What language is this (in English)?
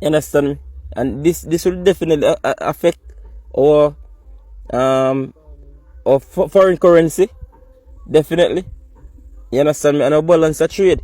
Jamaican Creole English